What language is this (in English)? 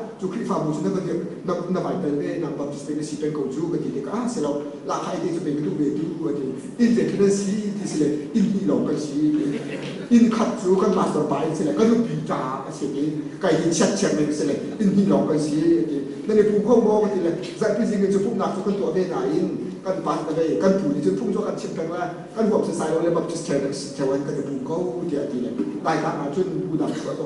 Hakha Chin